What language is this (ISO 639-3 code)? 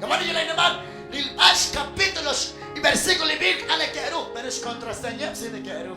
kek